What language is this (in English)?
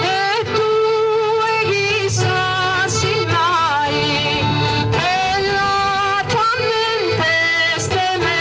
Sardinian